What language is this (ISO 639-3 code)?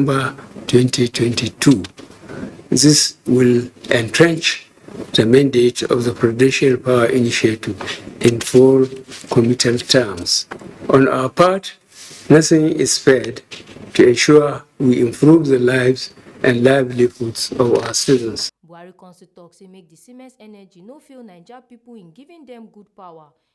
pcm